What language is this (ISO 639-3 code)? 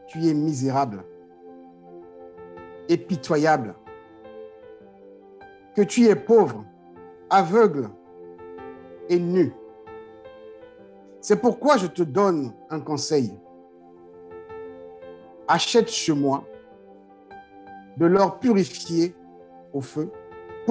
fra